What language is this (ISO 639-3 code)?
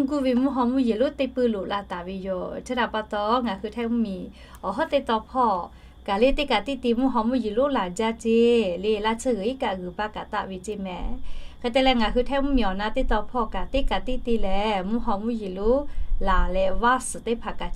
lhu